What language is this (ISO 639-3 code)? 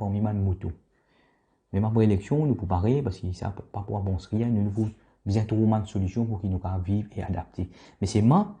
mfe